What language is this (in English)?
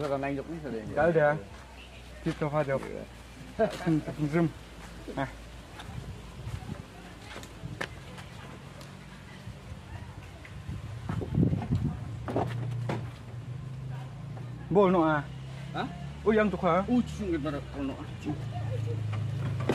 Malay